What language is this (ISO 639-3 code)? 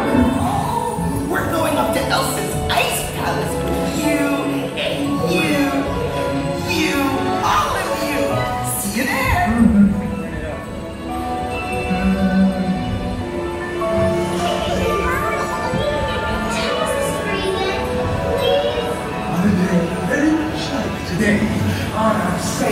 eng